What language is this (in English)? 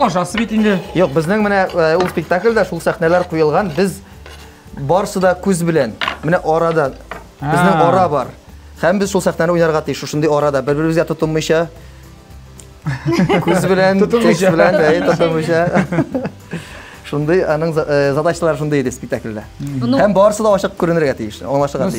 Tatar